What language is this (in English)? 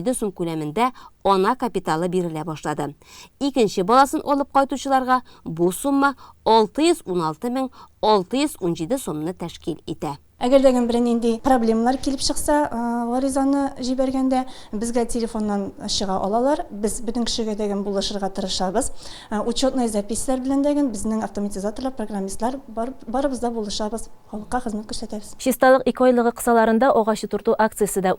Tatar